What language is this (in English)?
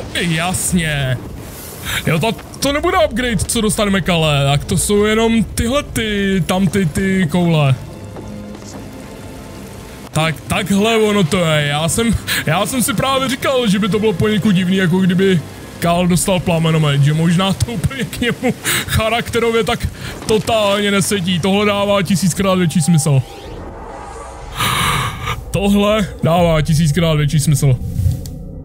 Czech